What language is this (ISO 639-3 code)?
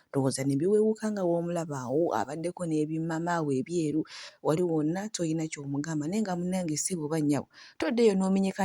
lug